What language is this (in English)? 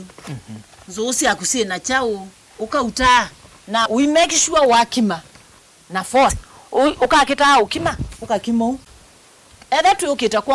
Kamba